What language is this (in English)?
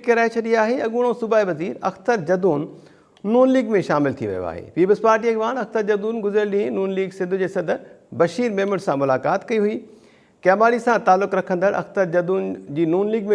Sindhi